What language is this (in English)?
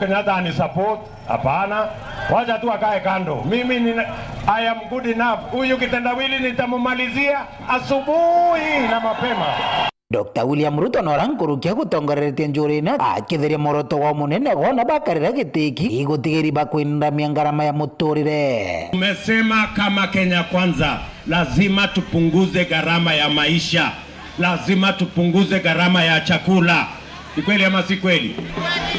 Meru